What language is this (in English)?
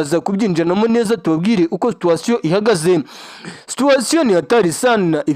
Kinyarwanda